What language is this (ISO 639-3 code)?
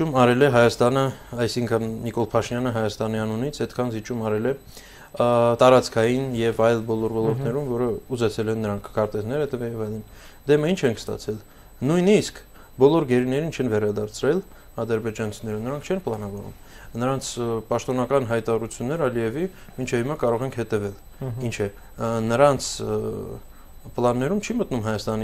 hye